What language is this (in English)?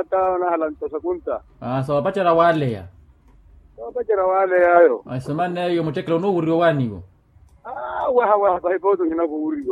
Makhuwa